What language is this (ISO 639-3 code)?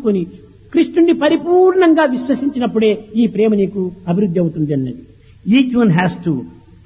tel